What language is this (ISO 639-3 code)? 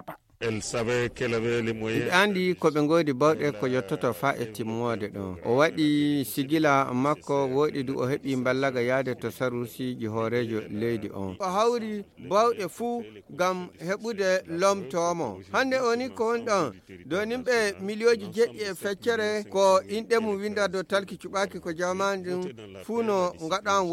ful